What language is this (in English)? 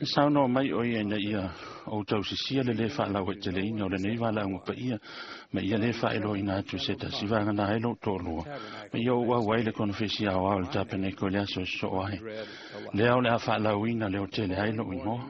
Samoan